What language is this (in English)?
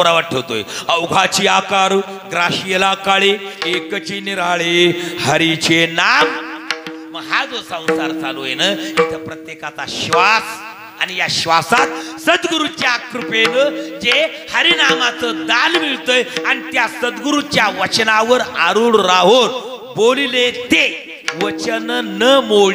Marathi